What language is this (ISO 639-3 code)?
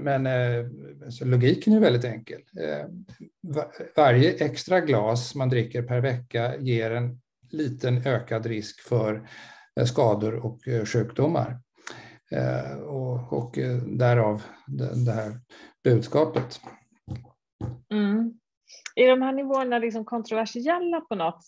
swe